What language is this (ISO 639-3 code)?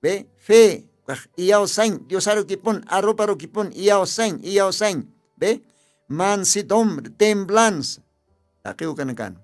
aym